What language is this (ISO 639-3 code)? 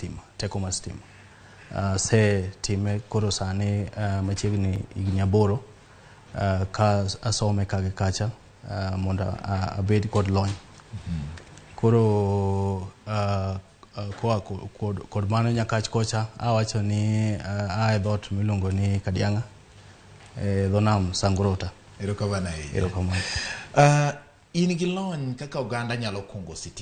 luo